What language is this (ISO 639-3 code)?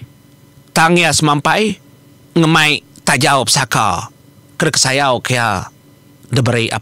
iba